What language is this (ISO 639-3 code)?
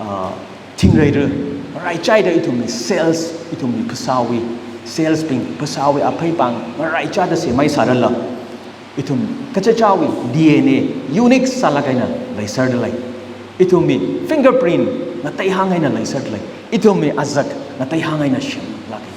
nmf